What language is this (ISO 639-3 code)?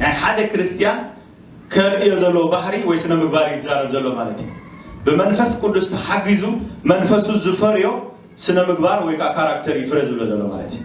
tir